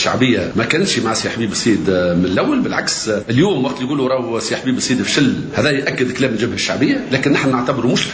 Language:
Tunisian Arabic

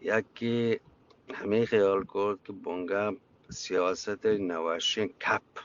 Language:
Eastern Balochi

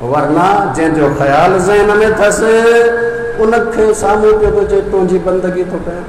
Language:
Sindhi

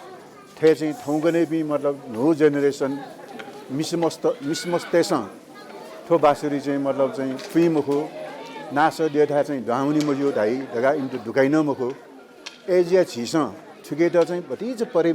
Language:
Newari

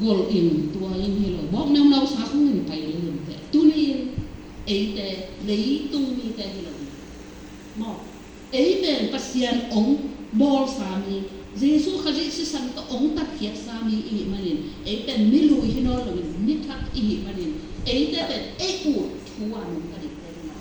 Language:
Tedim Chin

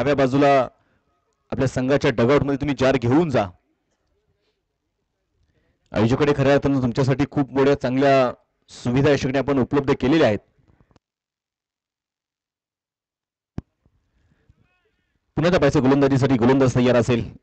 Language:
Marathi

